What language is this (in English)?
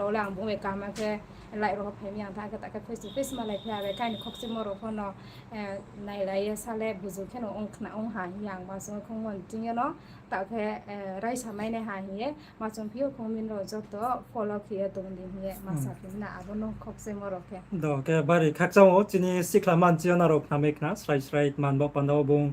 Riang (India)